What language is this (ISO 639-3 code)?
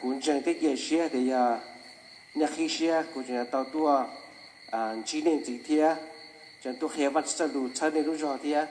hmn